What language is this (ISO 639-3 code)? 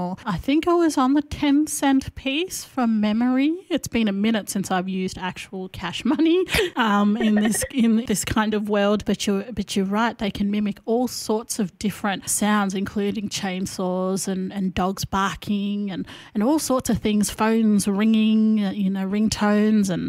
eng